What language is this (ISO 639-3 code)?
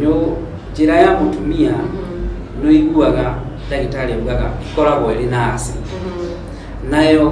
kik